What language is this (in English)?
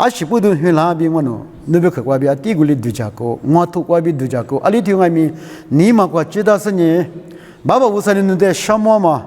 Lisu